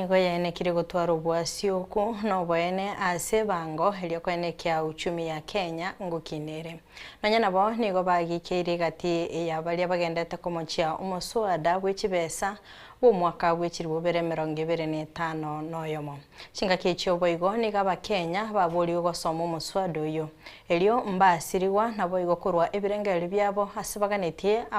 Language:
Gusii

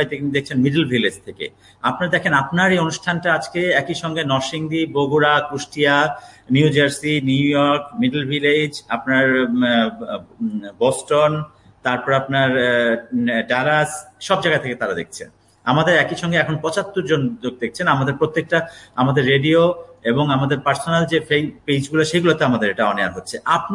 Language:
Bangla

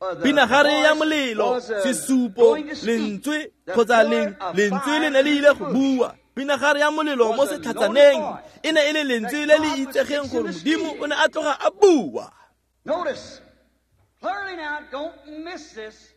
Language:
Tswana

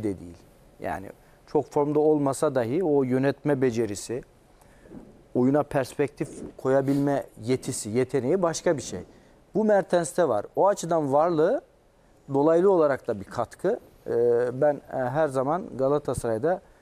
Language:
Turkish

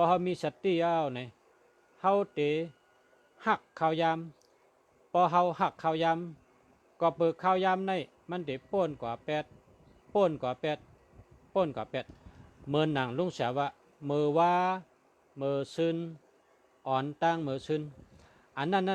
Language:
Shan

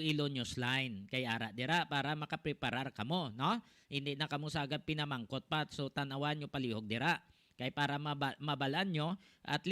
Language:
Hiligaynon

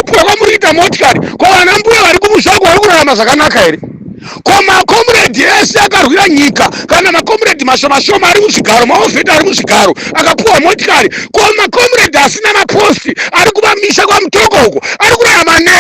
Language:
Shona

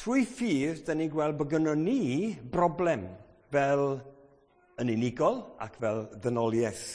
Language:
Welsh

